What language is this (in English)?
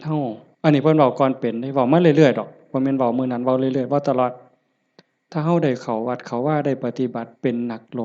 Northeastern Thai